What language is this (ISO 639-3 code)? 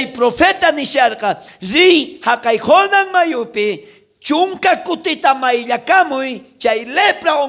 quh